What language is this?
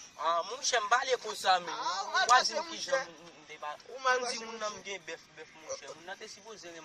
Haitian Creole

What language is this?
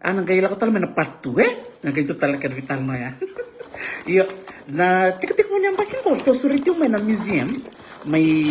Fijian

